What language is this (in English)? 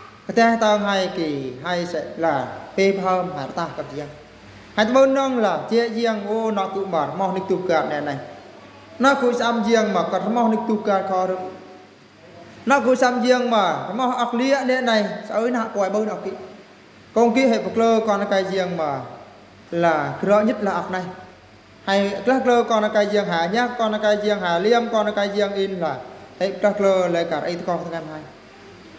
Eastern Bru